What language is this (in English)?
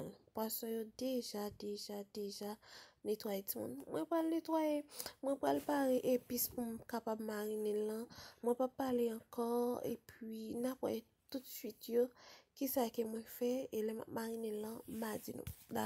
Haitian Creole